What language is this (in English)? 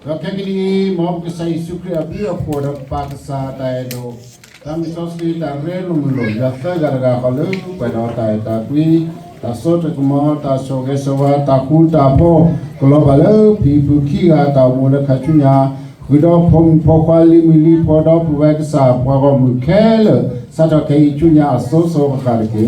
S'gaw Karen